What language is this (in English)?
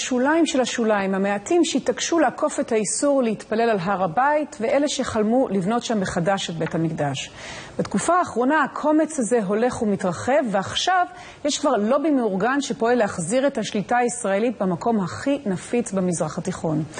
Hebrew